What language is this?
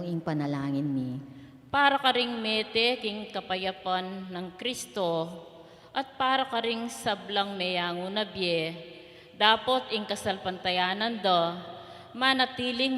Pampanga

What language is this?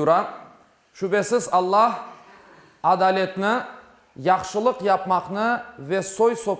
Crimean Tatar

